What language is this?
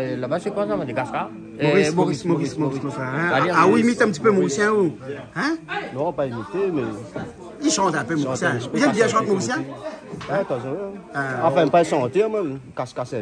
Réunion Creole French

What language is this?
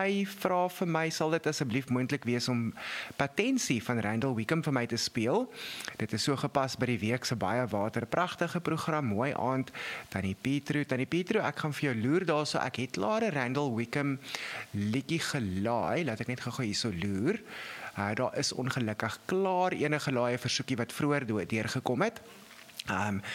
Afrikaans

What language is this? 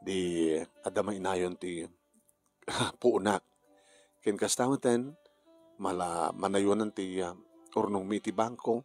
Iloko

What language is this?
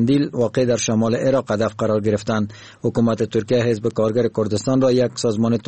Persian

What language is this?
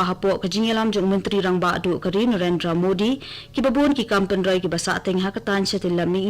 Khasi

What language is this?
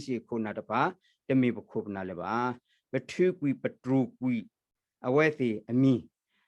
S'gaw Karen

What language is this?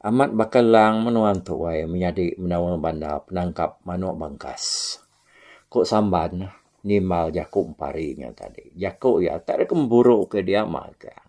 Iban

